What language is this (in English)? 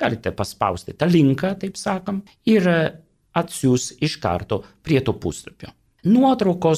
Lithuanian